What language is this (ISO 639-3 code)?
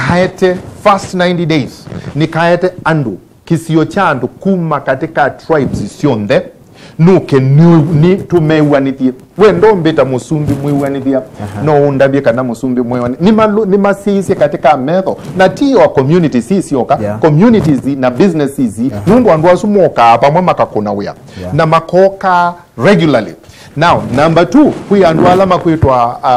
kam